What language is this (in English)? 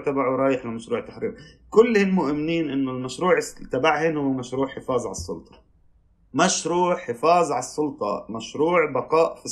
North Levantine Arabic